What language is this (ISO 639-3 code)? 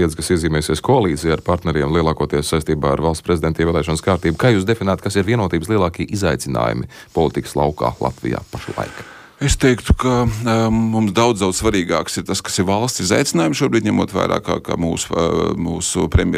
lav